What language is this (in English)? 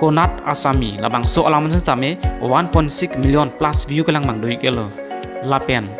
Karbi